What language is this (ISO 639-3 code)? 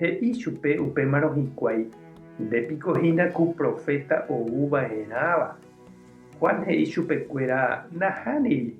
grn